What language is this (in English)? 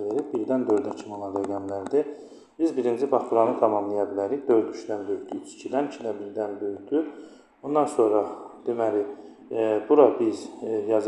Azerbaijani